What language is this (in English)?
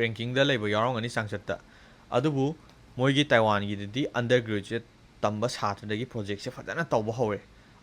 Manipuri